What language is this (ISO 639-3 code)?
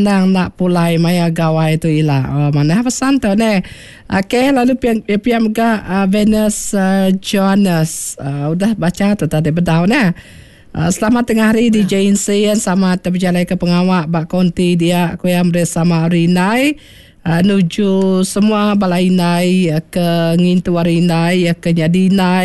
iba